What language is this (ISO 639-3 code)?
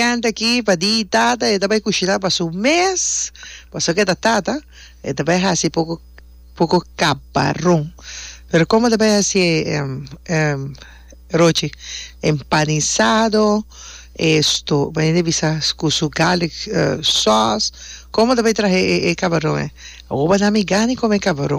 pap